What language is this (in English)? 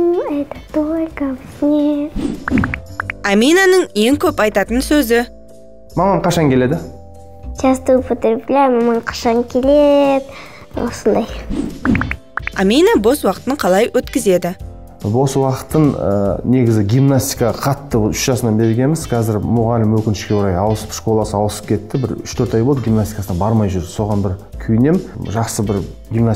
Kazakh